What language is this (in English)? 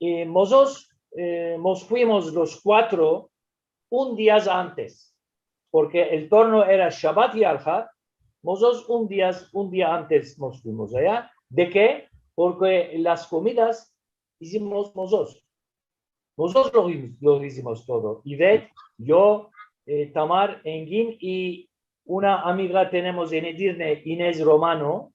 Ladino